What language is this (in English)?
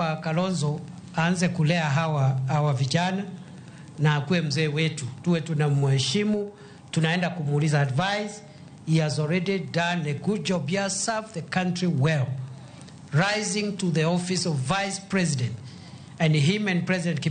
Luo (Kenya and Tanzania)